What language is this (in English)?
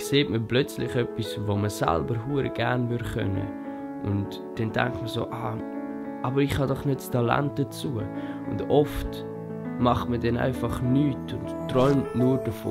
Swiss German